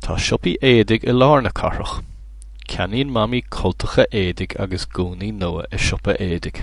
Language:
Irish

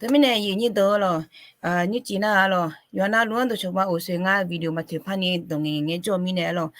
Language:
Akha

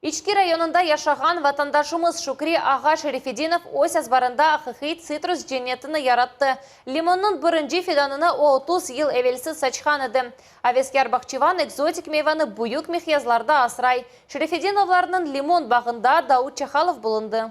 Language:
Crimean Tatar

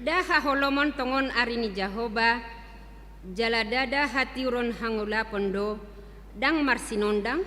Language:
Batak Toba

